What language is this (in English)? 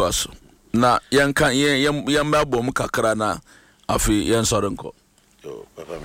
Akan